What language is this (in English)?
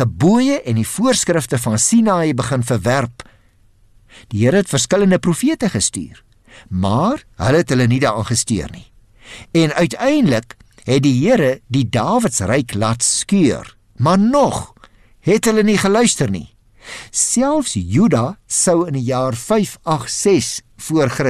Afrikaans